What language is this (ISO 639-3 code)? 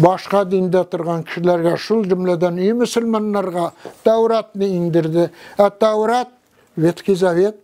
tat